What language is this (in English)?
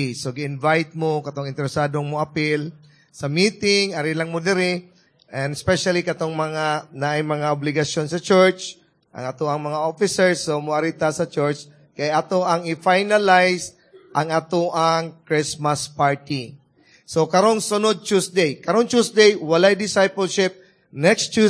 Cebuano